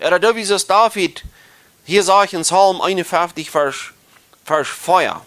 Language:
Plautdietsch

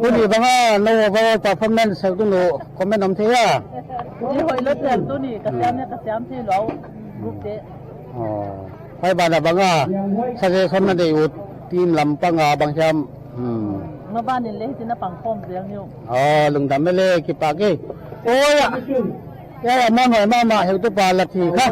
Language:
Paite Chin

